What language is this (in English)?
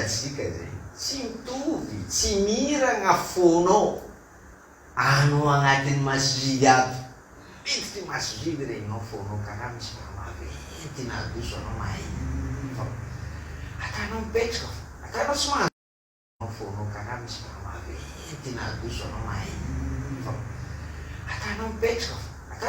Malagasy